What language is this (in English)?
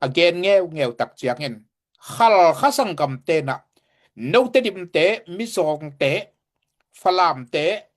Tedim Chin